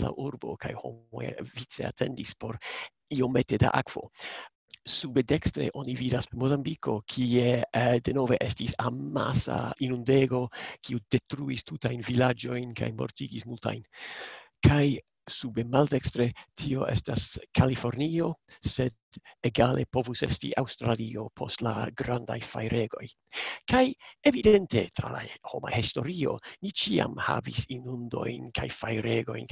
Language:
Esperanto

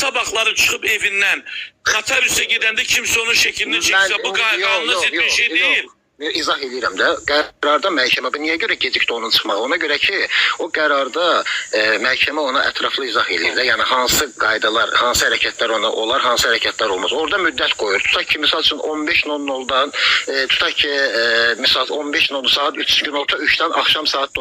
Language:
Azerbaijani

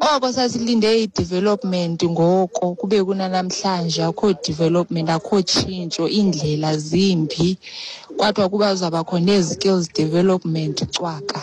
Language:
Xhosa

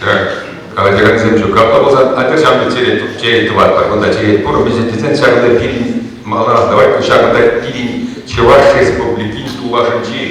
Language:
Chuvash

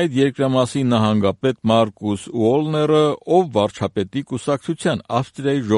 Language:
Armenian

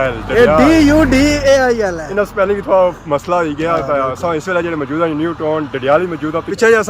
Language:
Pahari-Potwari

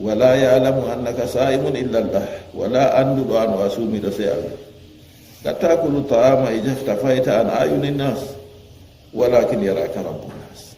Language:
Fula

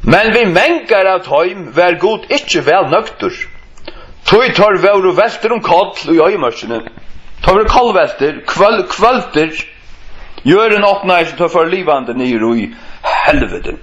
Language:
Faroese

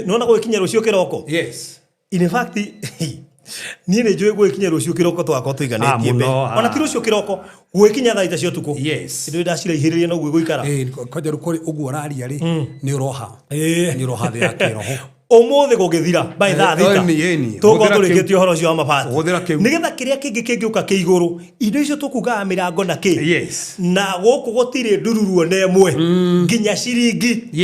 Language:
Kikuyu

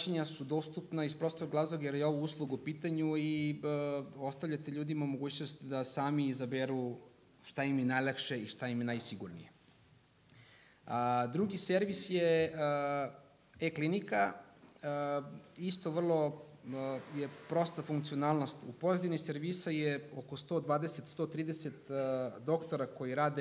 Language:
Serbian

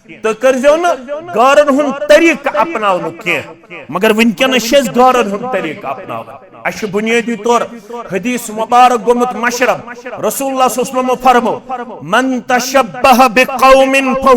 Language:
Kashmiri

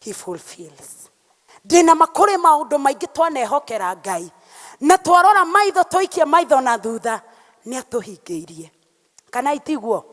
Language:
Kikuyu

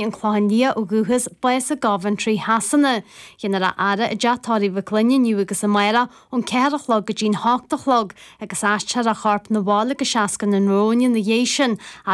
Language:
Irish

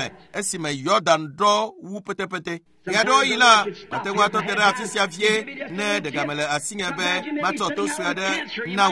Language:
Ewe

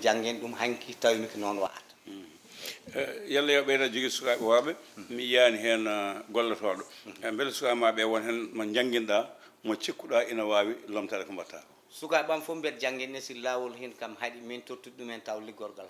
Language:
Fula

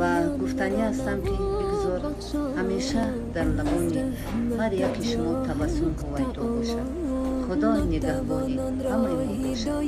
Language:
Tajik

